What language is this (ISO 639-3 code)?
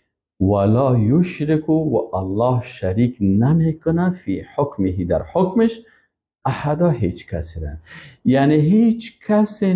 fas